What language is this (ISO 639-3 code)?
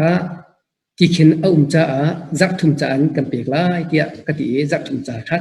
cnh